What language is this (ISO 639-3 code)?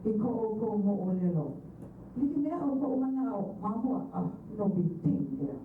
haw